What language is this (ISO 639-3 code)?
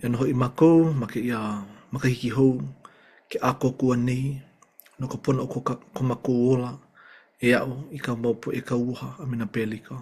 haw